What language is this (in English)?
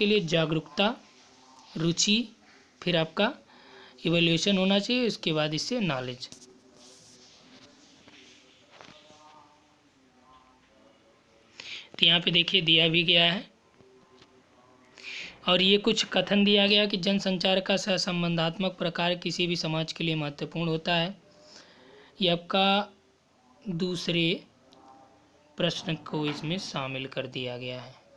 Hindi